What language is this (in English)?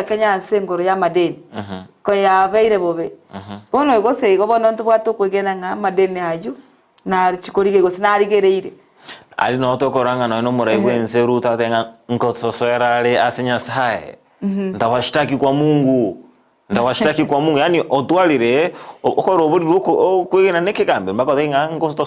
Gusii